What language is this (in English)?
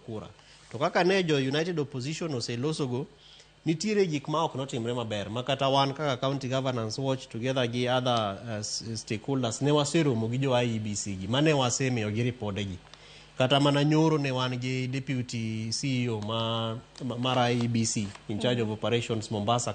Luo (Kenya and Tanzania)